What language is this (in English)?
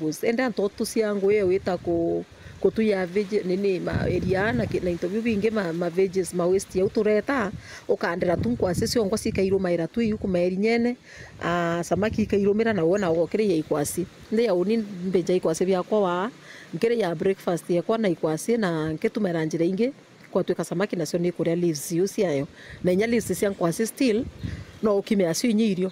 Meru